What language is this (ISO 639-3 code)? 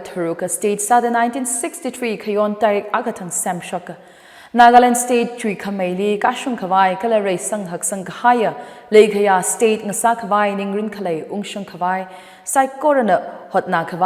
nmf